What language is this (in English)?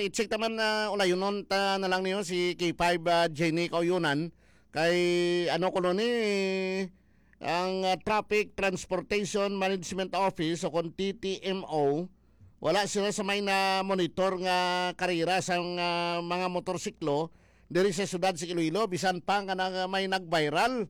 Hiligaynon